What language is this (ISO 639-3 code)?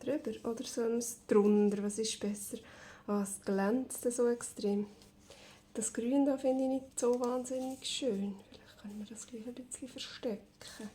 gsw